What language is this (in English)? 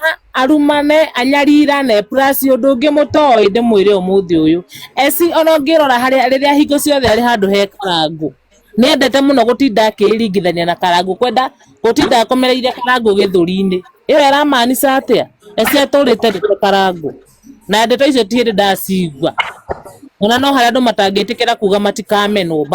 Kikuyu